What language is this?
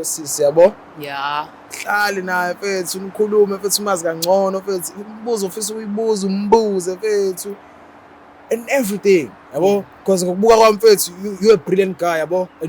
Zulu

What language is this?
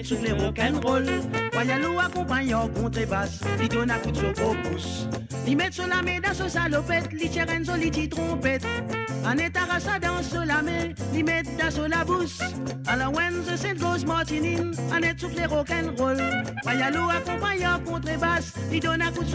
Morisyen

